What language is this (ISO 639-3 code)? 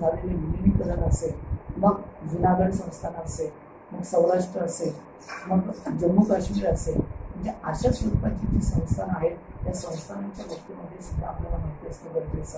mar